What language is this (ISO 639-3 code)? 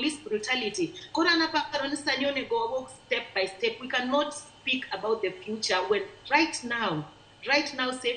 luo